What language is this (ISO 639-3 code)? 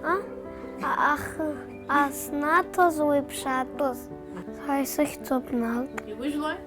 abk